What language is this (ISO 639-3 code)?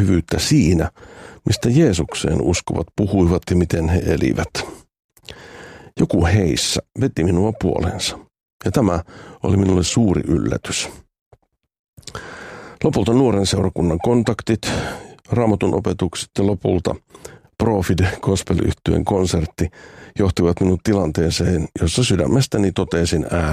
fin